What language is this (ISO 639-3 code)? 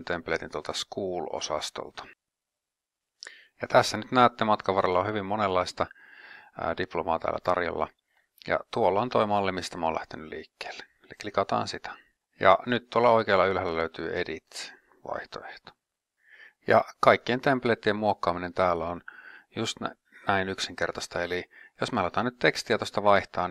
fin